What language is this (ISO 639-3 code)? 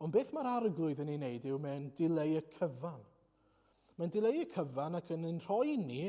cym